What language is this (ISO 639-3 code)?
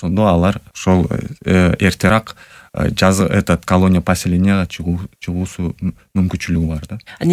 kir